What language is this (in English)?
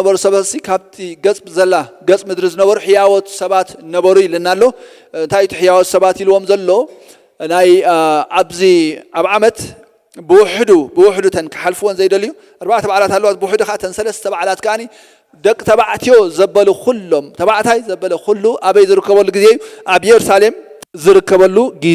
Tigrinya